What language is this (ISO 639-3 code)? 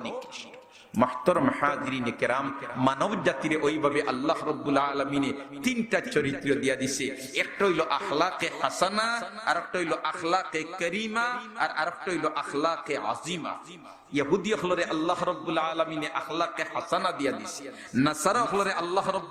syl